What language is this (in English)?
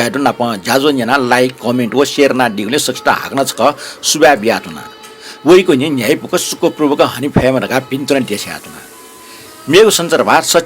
Newari